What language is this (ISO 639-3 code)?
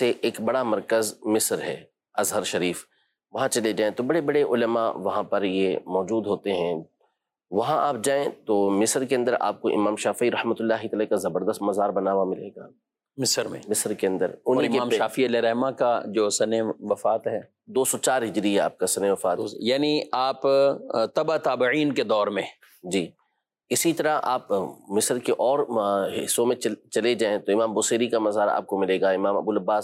urd